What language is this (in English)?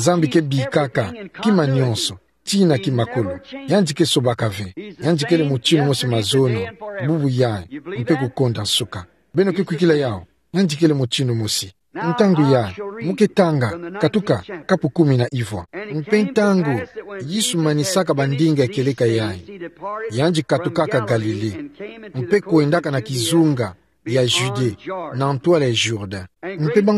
Kituba (Democratic Republic of Congo)